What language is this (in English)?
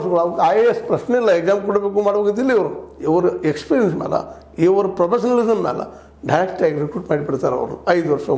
Kannada